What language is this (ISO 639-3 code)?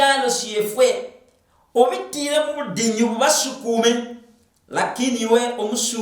luy